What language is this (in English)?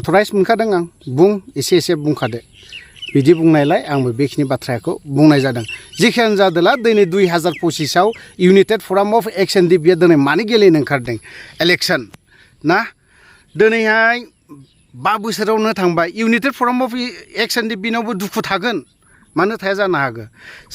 Bodo